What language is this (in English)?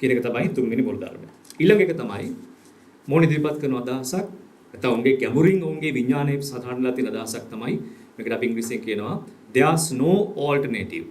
Sinhala